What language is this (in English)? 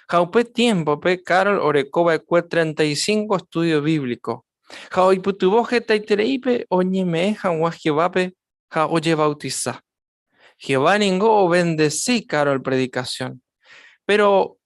Guarani